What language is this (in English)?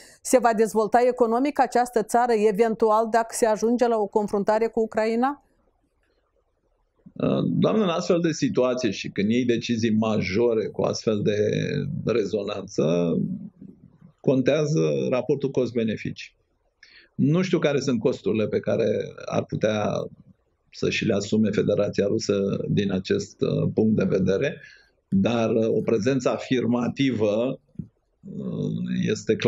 Romanian